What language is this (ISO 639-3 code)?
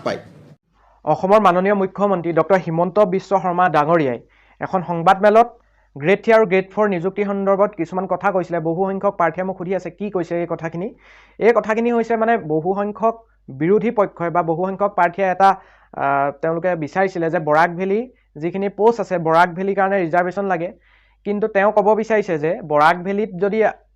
asm